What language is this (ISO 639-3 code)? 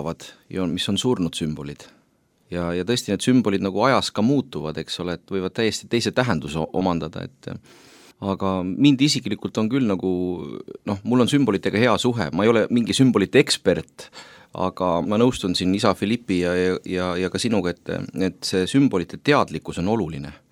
est